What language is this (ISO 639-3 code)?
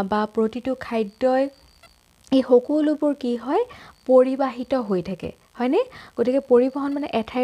asm